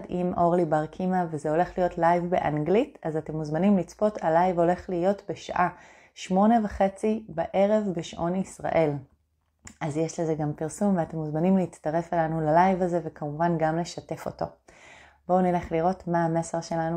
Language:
Hebrew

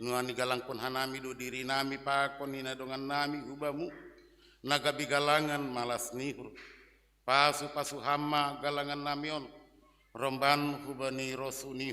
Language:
Batak Simalungun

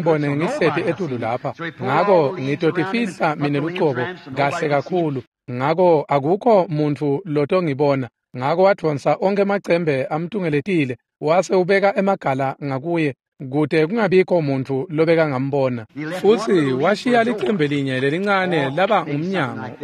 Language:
Swati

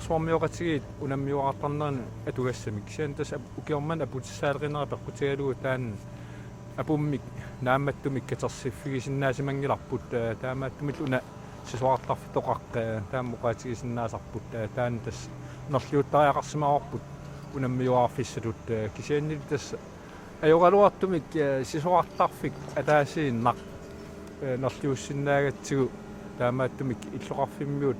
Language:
Kalaallisut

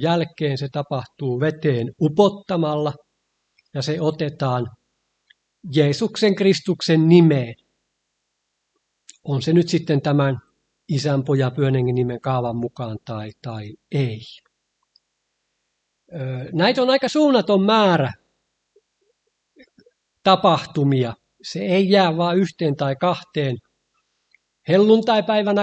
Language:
Finnish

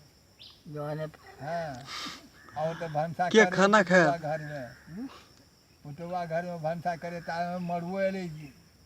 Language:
Maithili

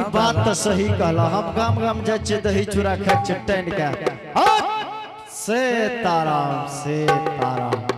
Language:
Angika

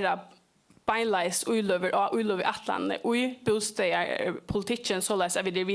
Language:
Faroese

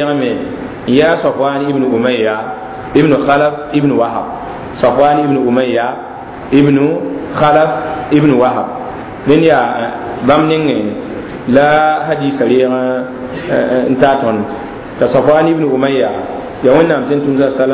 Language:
Mossi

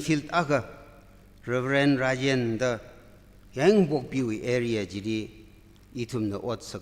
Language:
Tangkhul Naga (India)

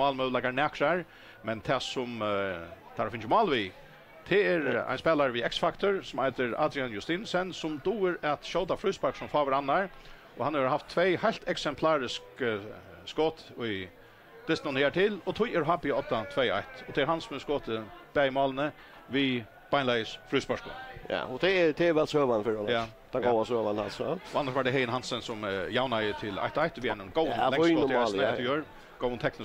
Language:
Faroese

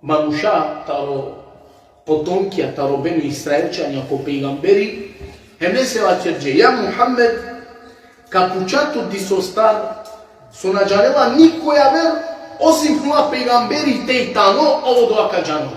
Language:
Balkan Romani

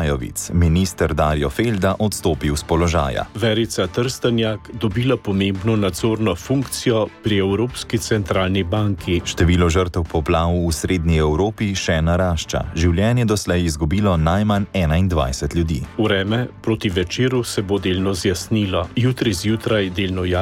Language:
Slovenian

